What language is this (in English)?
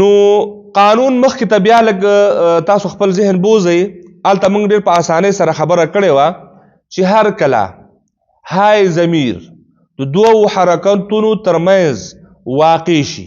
Pashto